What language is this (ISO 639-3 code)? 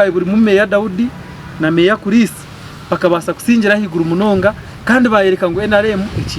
nyn